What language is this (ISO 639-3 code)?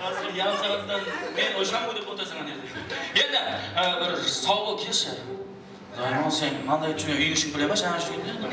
kaa